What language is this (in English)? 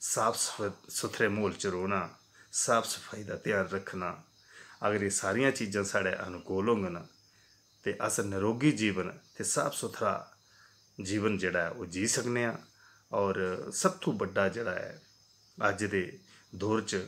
Dogri